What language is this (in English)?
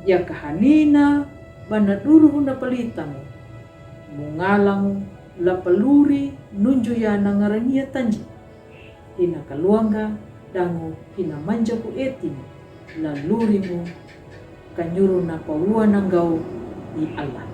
Kambera